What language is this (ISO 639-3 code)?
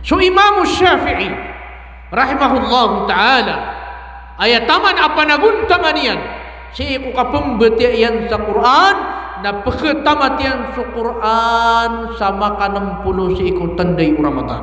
mrw